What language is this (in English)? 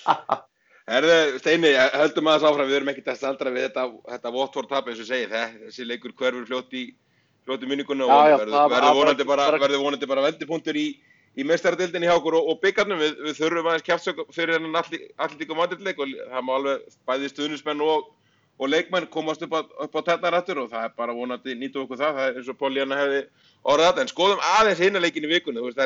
Icelandic